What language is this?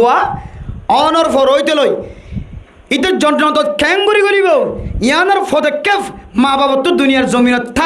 Rohingya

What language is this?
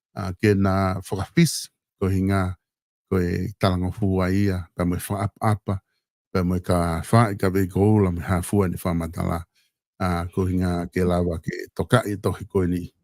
Tongan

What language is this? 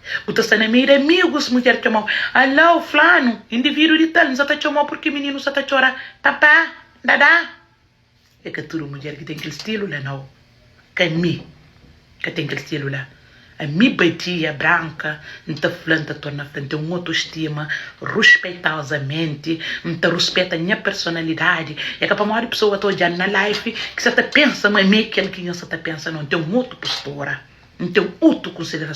Kabuverdianu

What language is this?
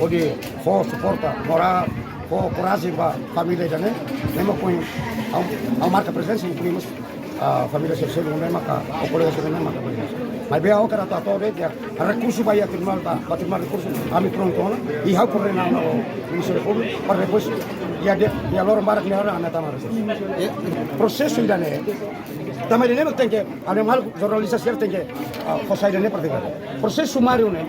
Tetum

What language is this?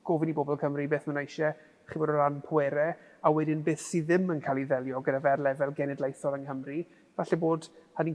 Welsh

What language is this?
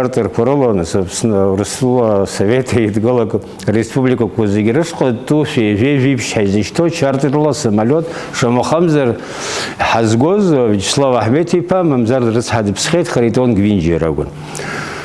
Abkhazian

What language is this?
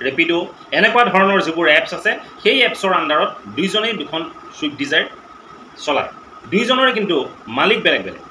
Assamese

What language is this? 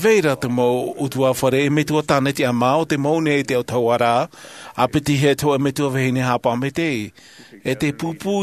Tahitian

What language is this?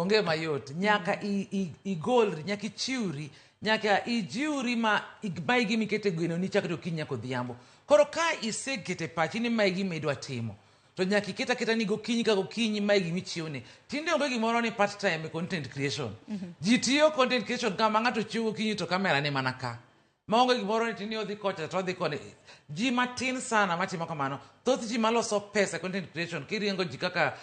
Luo (Kenya and Tanzania)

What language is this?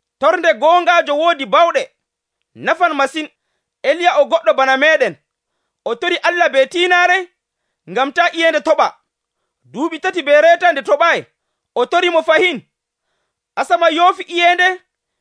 Nigerian Fulfulde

